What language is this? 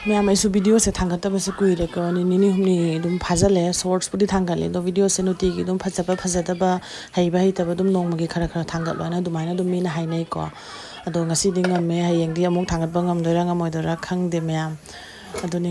Manipuri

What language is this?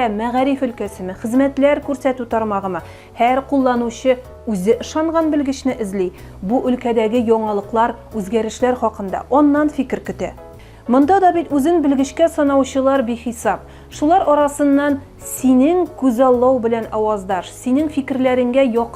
Tatar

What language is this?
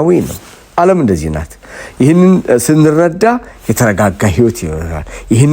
Amharic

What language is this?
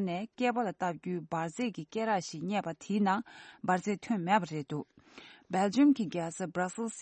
Tibetan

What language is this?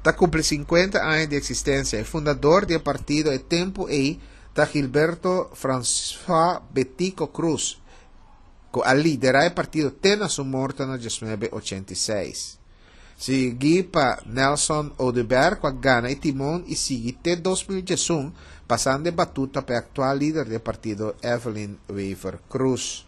Papiamento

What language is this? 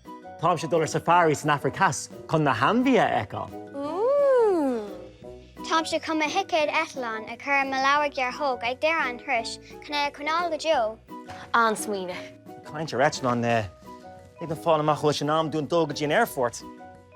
Irish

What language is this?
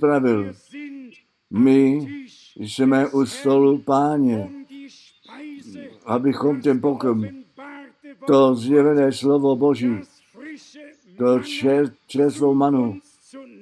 Czech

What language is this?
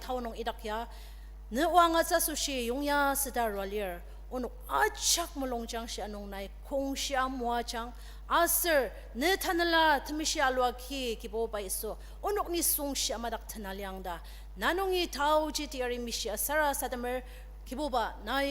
Ao Naga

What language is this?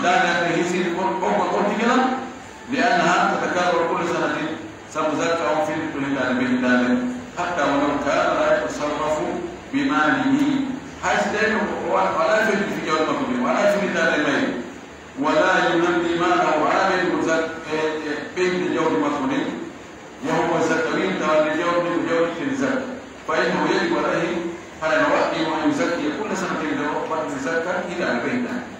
Pular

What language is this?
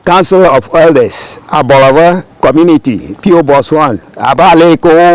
Ewe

